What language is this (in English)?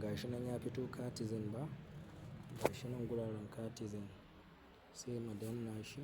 Hausa